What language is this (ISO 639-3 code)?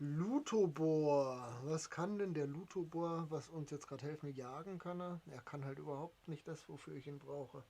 bar